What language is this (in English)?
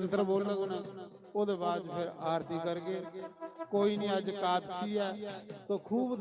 Dogri